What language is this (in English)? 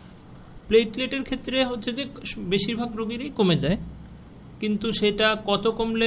Bangla